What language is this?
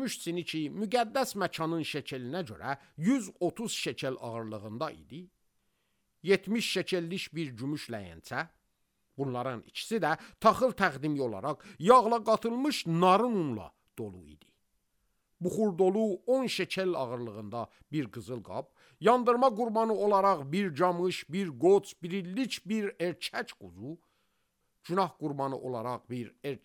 Azerbaijani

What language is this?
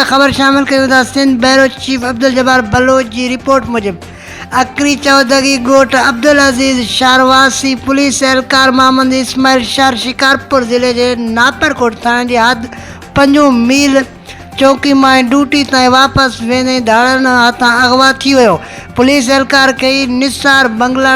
Sindhi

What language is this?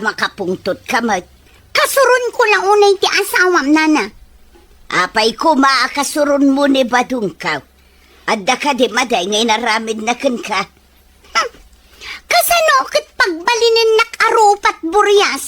Iloko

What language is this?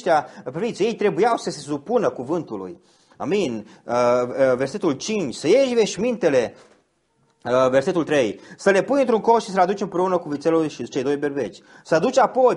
Romanian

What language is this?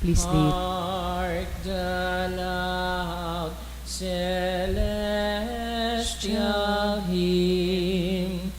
Bikol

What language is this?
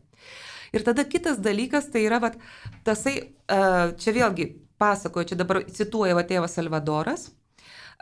Lithuanian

